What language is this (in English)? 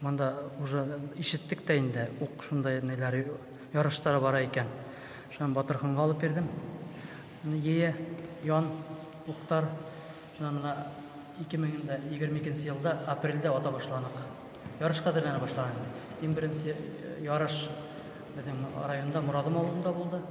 Bashkir